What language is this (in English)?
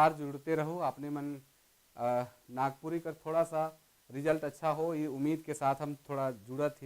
Sadri